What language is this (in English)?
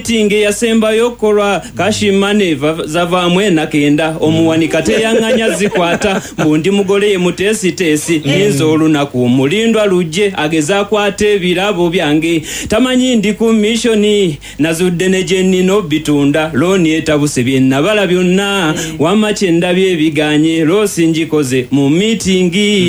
Ganda